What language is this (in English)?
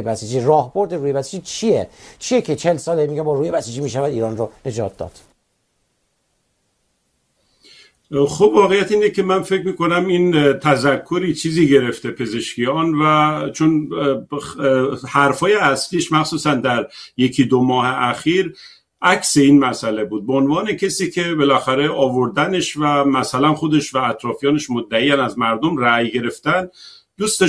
Persian